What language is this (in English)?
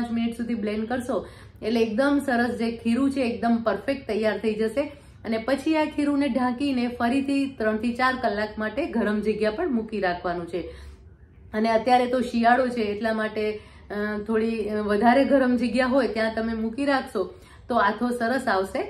Gujarati